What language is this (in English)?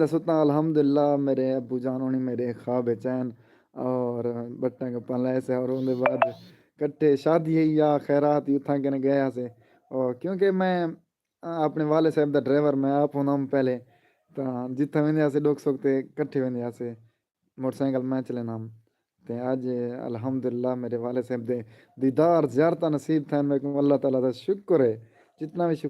Saraiki